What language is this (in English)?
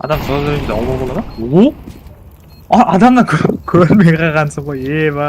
Kara-Kalpak